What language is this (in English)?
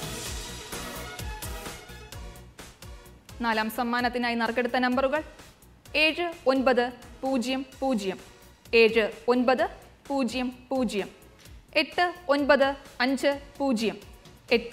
Malayalam